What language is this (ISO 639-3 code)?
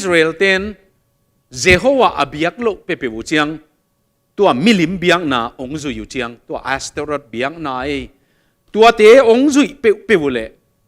ctd